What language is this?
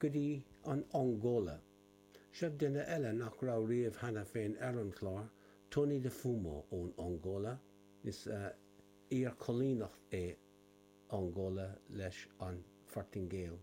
Irish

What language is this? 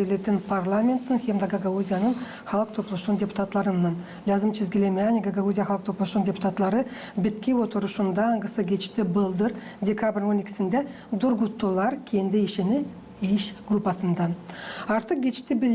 Gagauz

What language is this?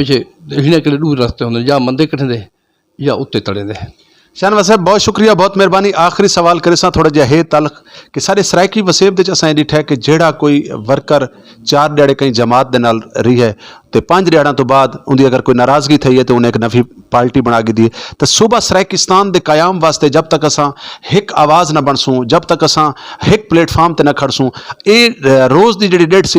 Saraiki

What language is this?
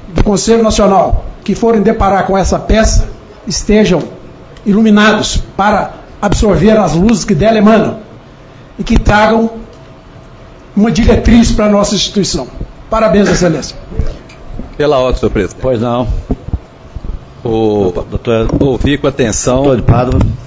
Portuguese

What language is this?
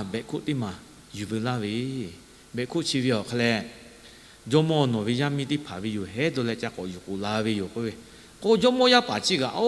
Lahu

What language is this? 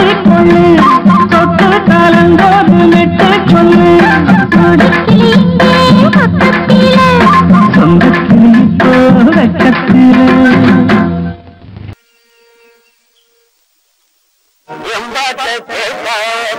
Tamil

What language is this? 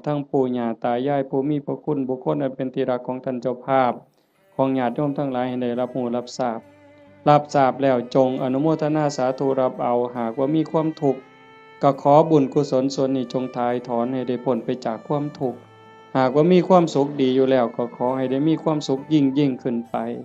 Northeastern Thai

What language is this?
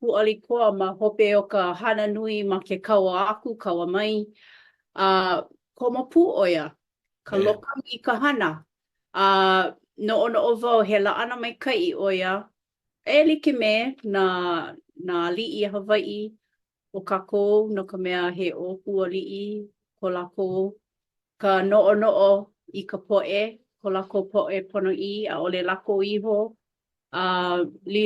Hawaiian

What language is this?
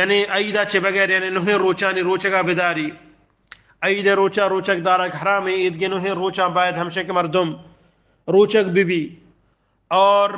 Eastern Balochi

